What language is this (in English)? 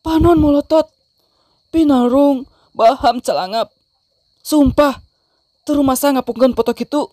Sundanese